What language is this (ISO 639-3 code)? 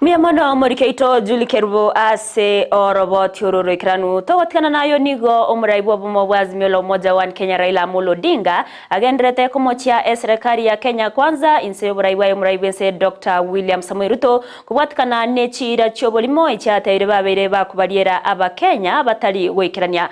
guz